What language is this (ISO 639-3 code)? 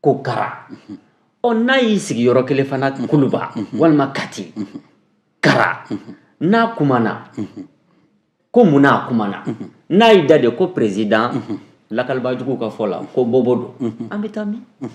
bam